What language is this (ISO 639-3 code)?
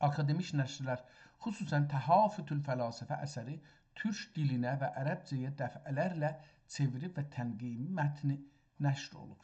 azb